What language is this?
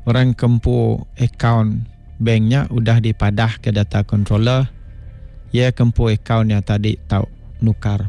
Iban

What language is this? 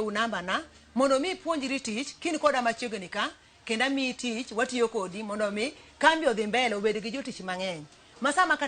Luo (Kenya and Tanzania)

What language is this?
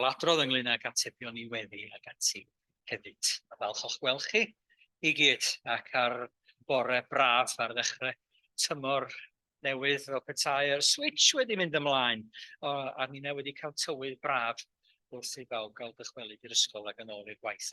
Welsh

